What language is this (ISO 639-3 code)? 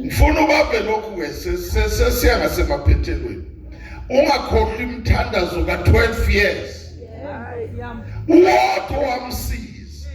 zul